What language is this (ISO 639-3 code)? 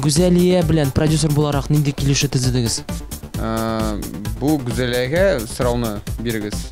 tat